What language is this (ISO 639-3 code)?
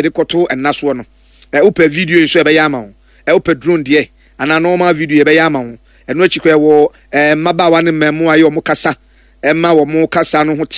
aka